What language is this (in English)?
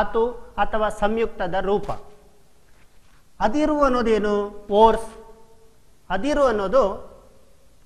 Kannada